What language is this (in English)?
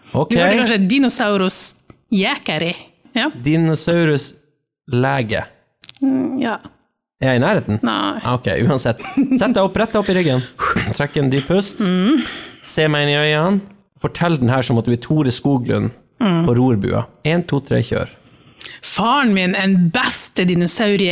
Norwegian